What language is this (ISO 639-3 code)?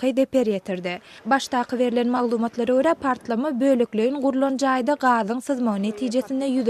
tuk